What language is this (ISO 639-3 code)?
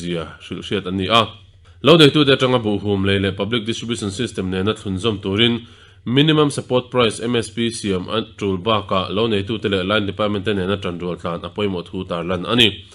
lus